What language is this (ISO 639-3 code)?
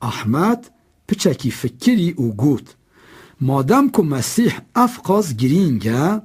kur